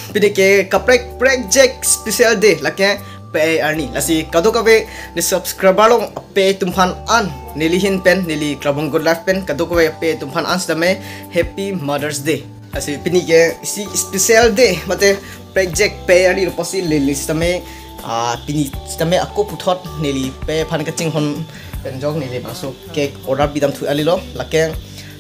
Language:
Karbi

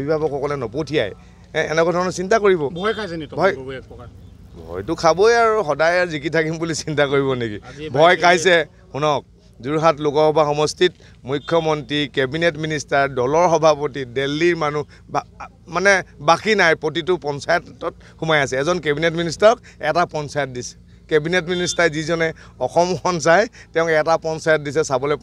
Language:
Assamese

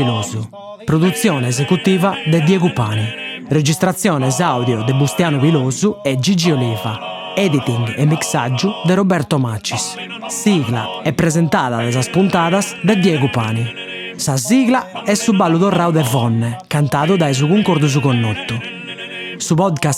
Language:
Sardinian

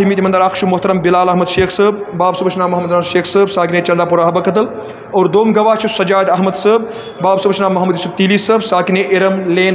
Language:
Kashmiri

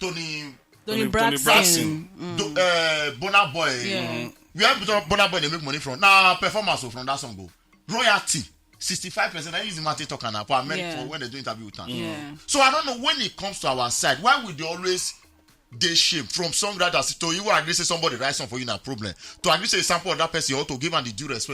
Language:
Nigerian Pidgin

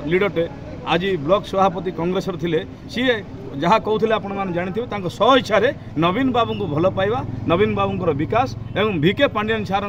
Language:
Odia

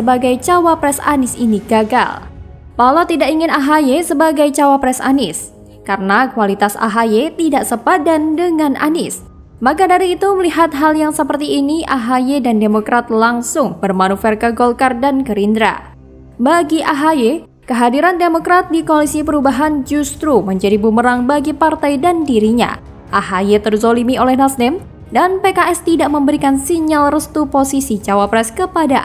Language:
Indonesian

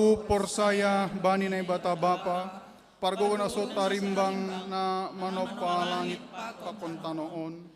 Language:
Batak Simalungun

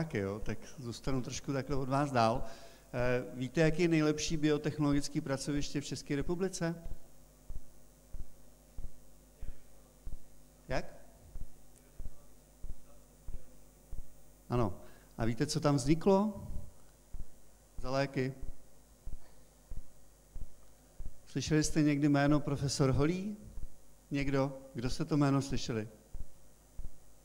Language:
Czech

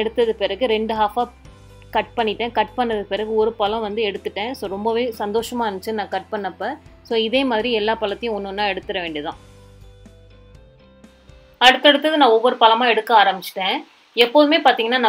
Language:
Tamil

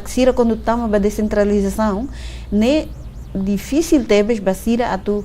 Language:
Tetum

